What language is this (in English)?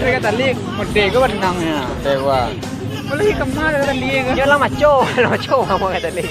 Minangkabau